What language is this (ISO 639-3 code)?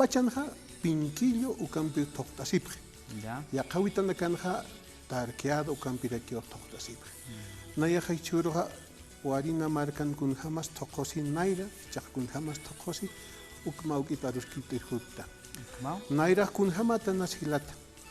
aym